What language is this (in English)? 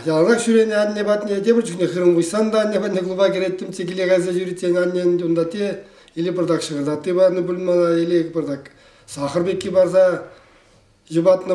Chuvash